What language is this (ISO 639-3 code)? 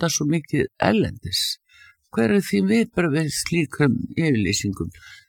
isl